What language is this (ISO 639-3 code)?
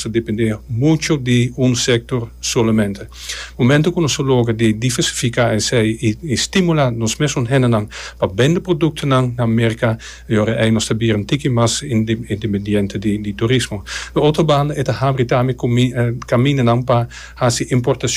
pap